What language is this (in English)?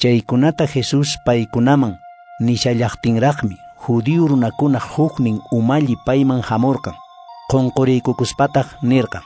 Quechua